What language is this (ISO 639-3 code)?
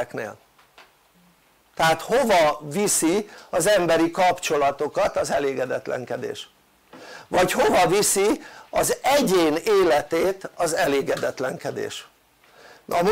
hun